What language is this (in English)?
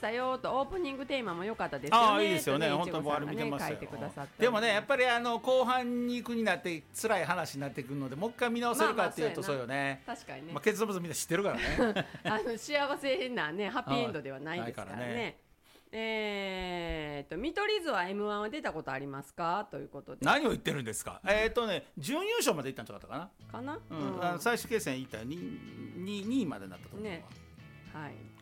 Japanese